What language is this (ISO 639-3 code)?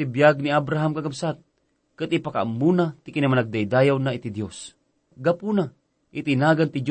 ilo